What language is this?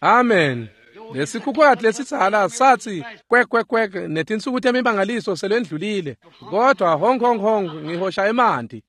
Swati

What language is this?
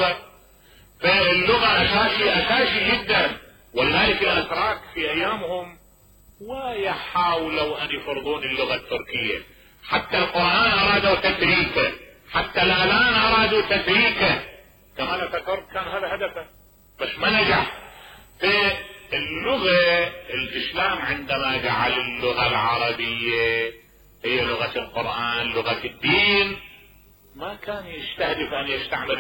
Mesopotamian Arabic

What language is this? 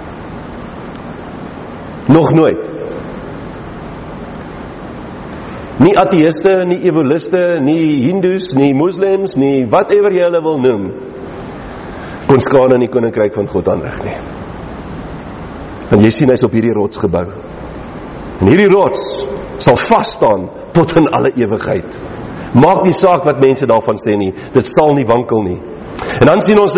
Afrikaans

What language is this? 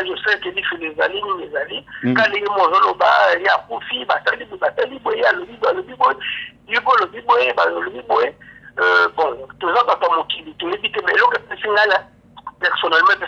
Lingala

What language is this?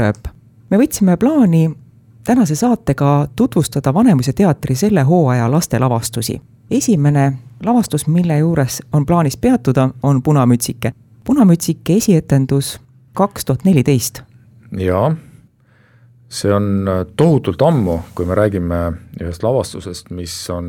Estonian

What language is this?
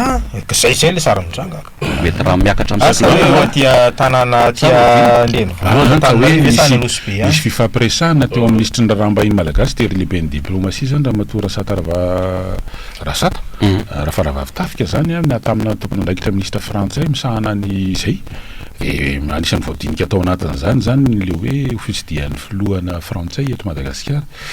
Malagasy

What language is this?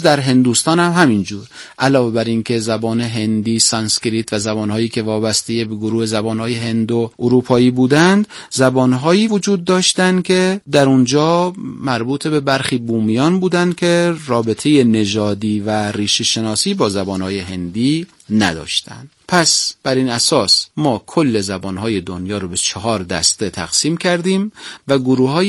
Persian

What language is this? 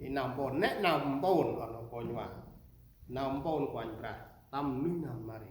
Central Mnong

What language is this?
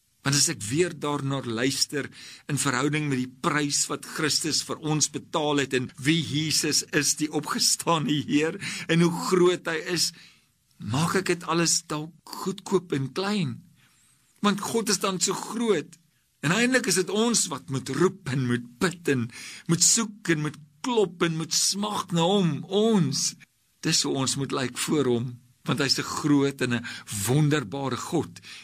Afrikaans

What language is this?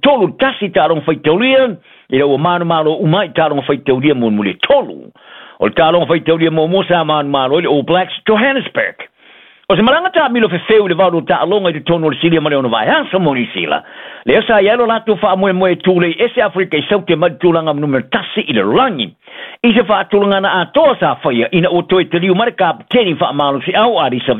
Samoan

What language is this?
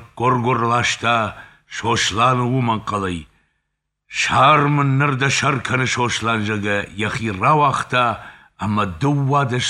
Ossetic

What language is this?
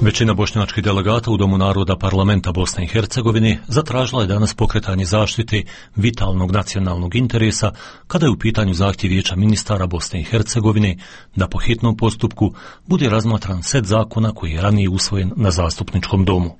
Bosnian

